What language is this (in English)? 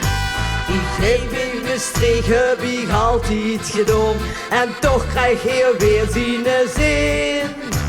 Limburgish